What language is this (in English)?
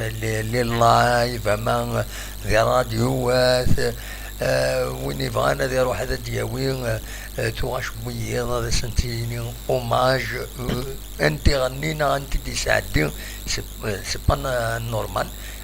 Kabyle